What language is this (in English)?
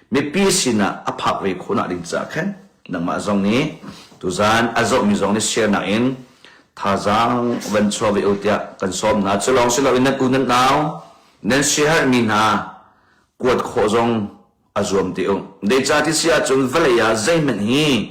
Hakha Chin